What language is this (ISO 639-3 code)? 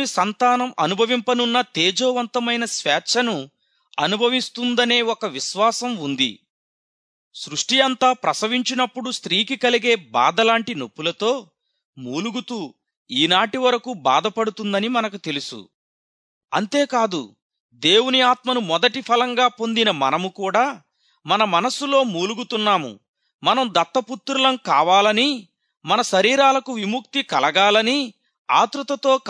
tel